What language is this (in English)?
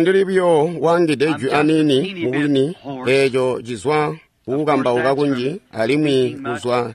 Tonga (Zambia)